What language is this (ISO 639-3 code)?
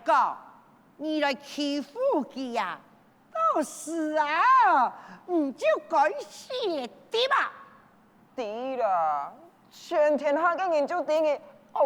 hak